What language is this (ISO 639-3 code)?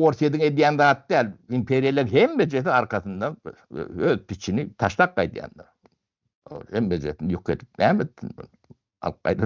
tuk